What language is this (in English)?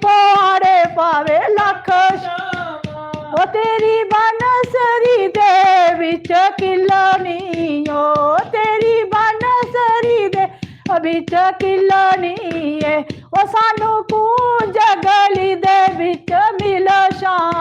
Dogri